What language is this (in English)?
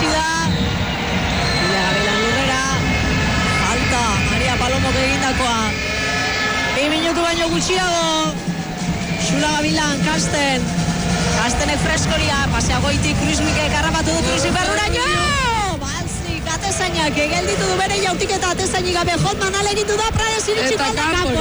Basque